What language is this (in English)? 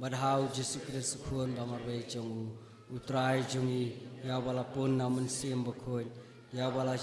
Khasi